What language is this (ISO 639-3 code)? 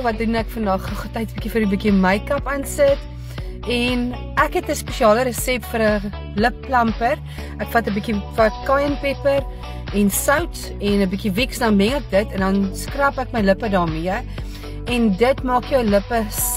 afr